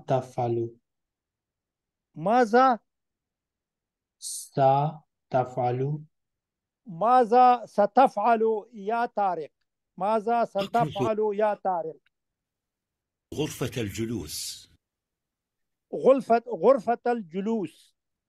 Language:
Arabic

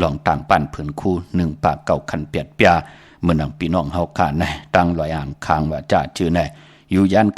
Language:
Shan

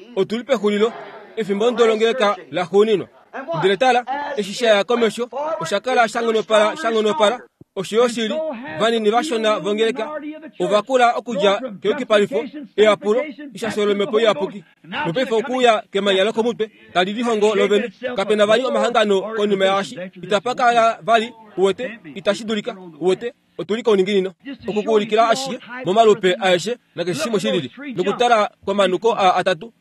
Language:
Kuanyama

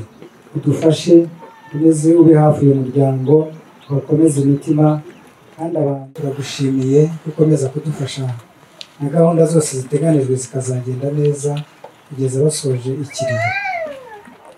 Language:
Kinyarwanda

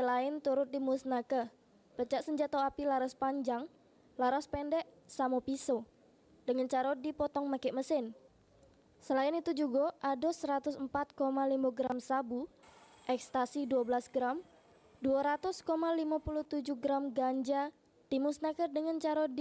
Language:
Musi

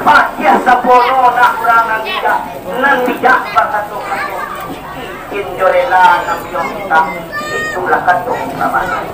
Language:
Minangkabau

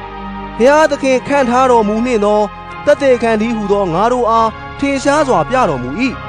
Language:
Burmese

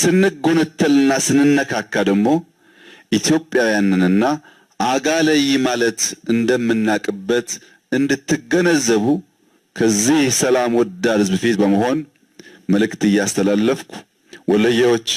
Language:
Amharic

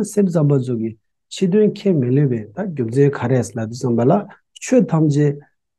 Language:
Tibetan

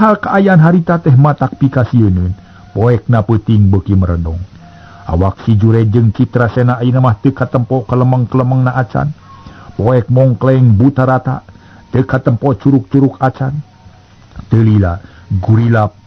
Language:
Sundanese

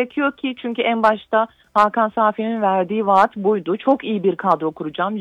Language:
Turkish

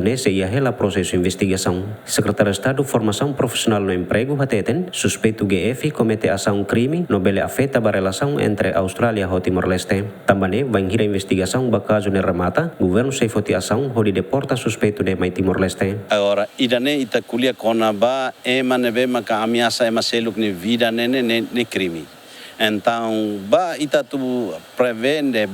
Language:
Tetum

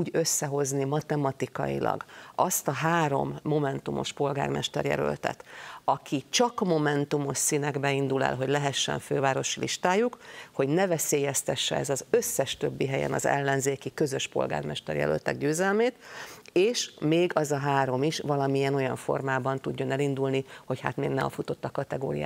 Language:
Hungarian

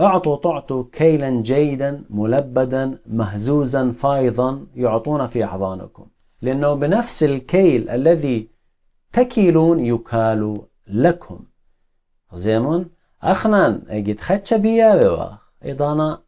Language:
Assyrian Neo-Aramaic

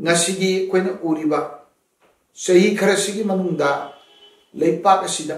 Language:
Manipuri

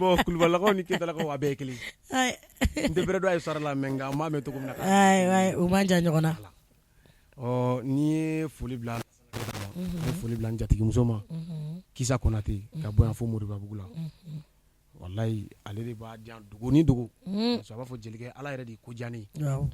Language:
Bambara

